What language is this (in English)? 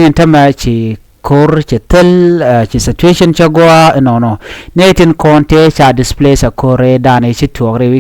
Nuer